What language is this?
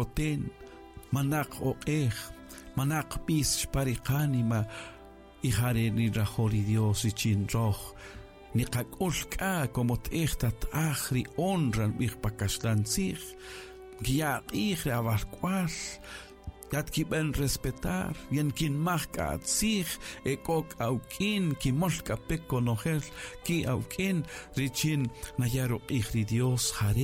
Kaqchikel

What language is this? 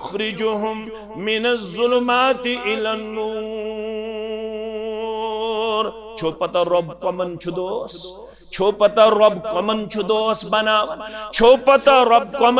Kashmiri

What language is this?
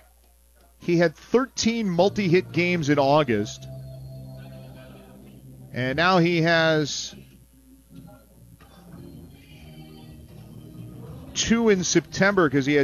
English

